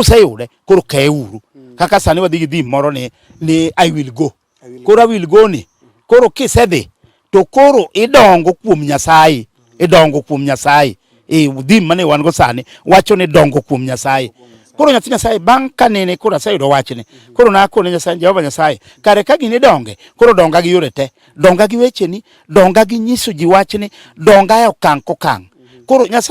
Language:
Luo (Kenya and Tanzania)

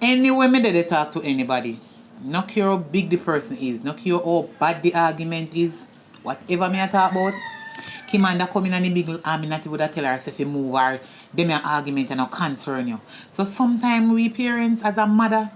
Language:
Jamaican Creole English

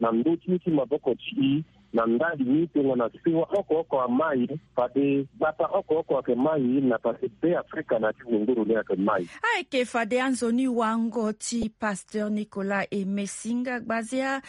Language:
Sango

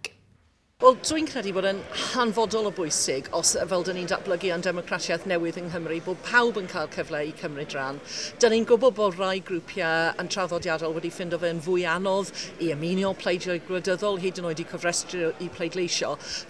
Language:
Welsh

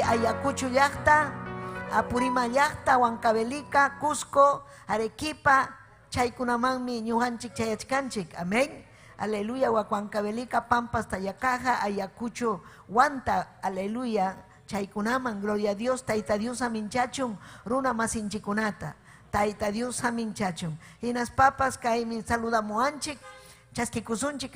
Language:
Ayacucho Quechua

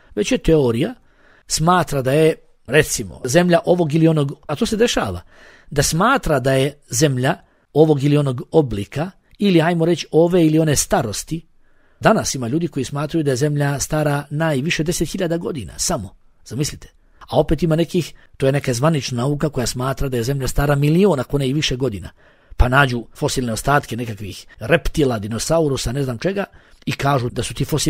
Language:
Bosnian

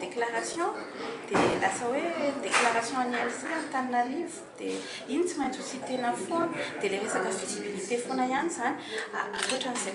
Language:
Malagasy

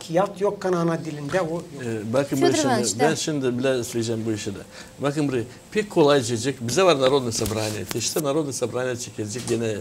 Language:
Gagauz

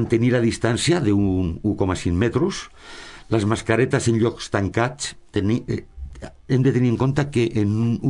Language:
Catalan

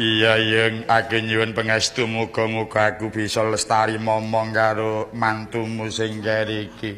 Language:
Javanese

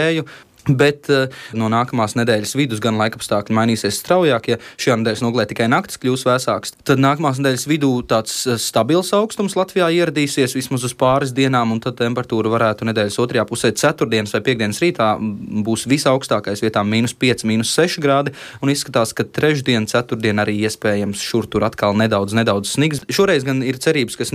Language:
Latvian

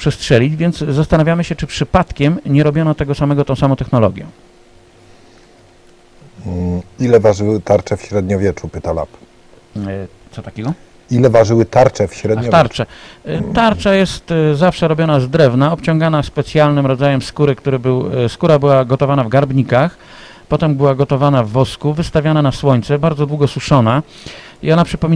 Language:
Polish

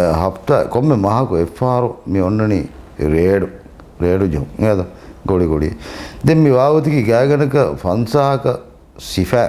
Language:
Divehi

